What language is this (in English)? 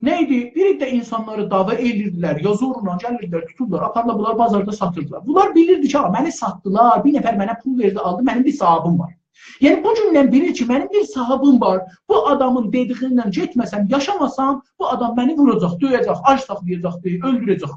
South Azerbaijani